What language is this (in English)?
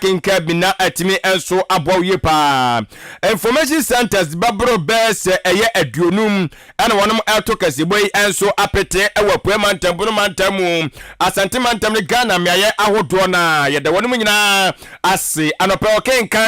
Akan